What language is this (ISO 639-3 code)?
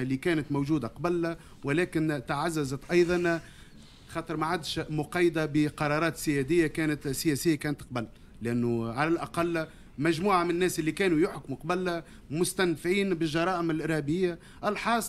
aeb